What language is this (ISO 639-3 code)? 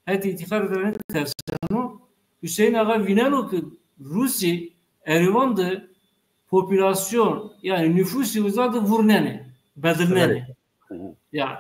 zza